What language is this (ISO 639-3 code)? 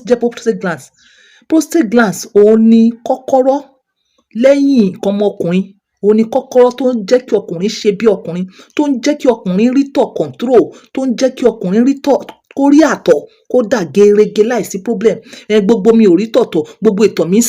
yor